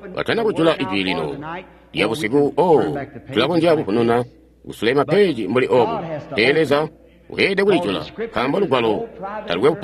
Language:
Tonga (Zambia)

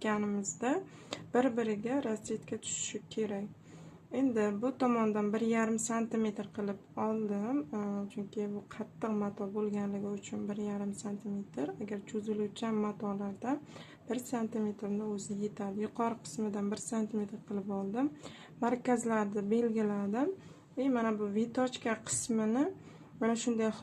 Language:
Uzbek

